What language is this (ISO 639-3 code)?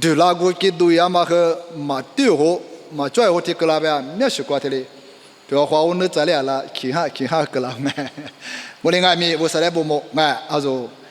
lis